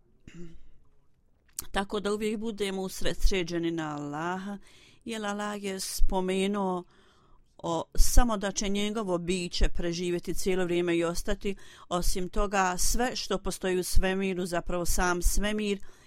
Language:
Bosnian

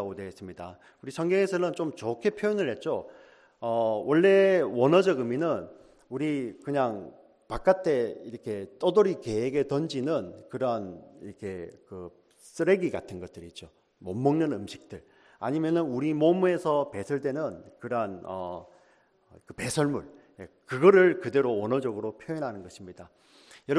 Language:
Korean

